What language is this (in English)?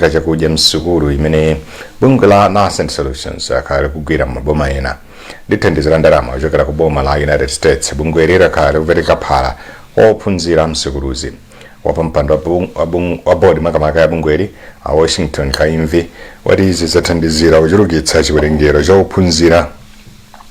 Nyanja